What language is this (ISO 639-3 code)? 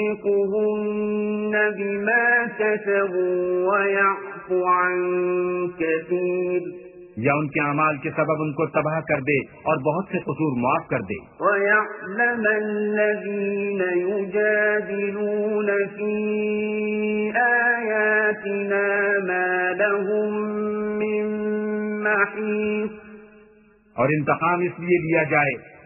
urd